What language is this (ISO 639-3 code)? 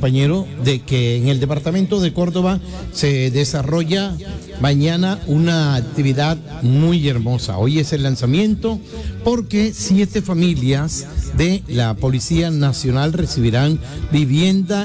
spa